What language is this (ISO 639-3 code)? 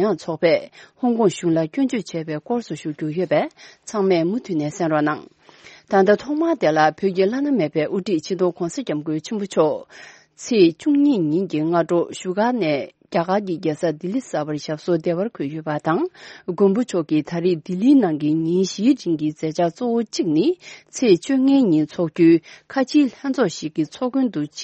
bod